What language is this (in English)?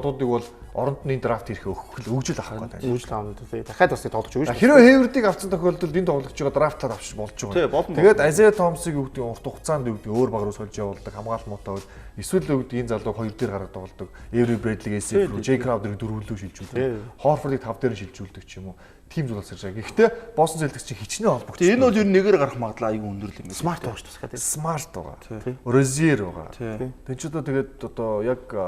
Mongolian